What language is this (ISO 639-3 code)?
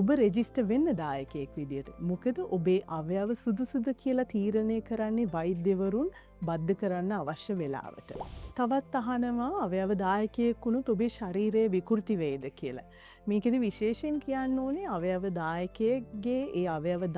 sin